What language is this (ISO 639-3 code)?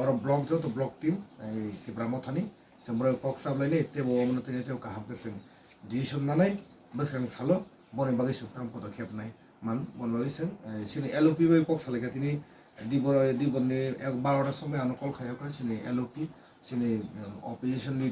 trp